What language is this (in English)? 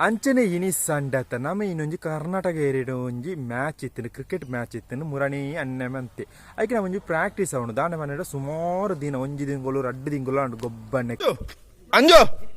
Tulu